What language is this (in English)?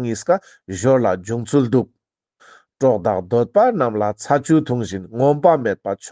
Ladakhi